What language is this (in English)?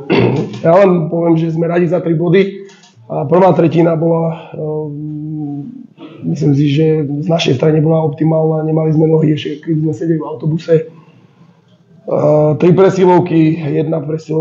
Slovak